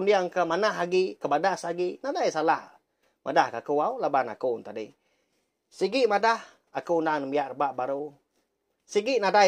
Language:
Iban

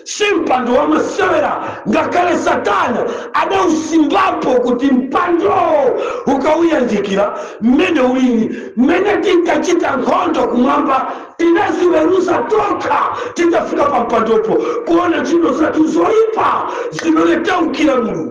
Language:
Nyanja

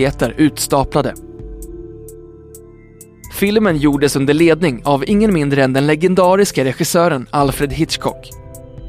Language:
Swedish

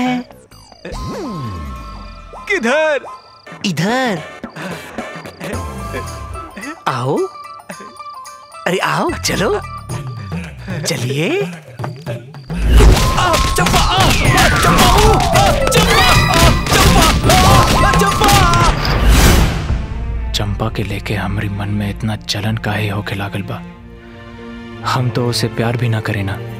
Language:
Bhojpuri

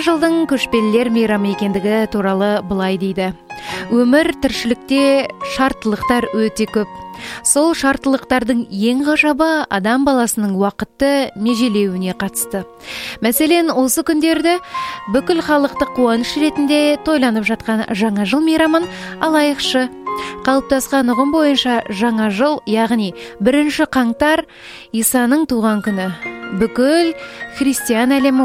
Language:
Kazakh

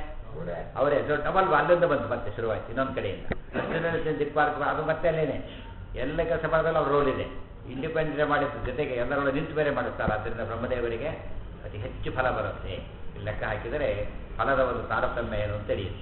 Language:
Kannada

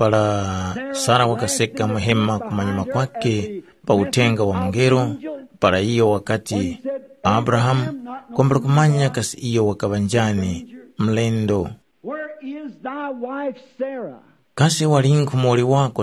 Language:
Tumbuka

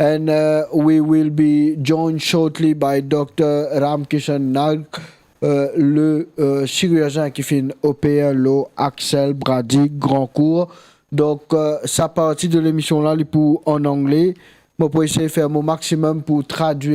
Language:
Morisyen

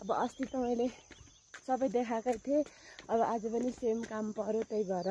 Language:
Nepali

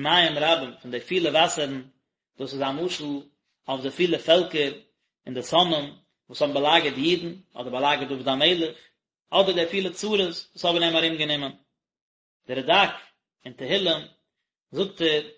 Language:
Yiddish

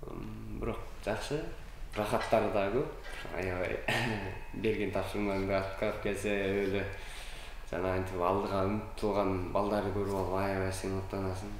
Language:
Kyrgyz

